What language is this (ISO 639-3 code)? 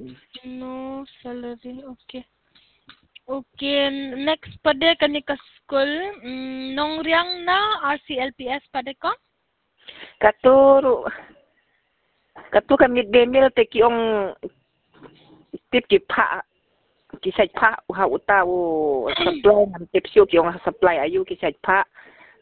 kha